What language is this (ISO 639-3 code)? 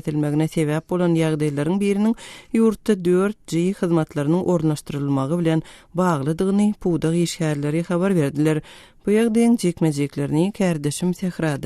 tuk